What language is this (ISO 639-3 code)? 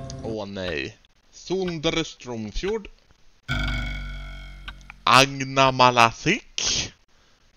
swe